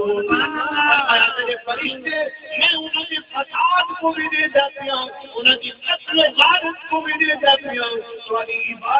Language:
Saraiki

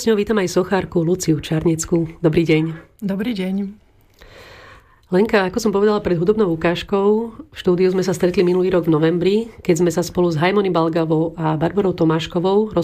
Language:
Slovak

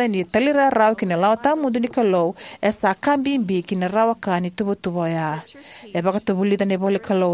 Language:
Fijian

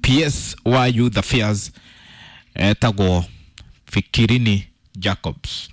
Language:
Kikuyu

